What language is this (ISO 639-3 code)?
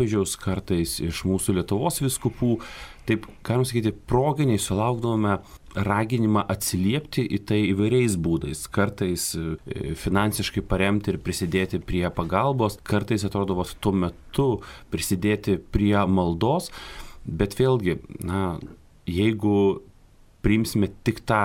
lit